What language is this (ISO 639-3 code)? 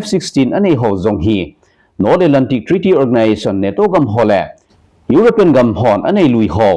tcz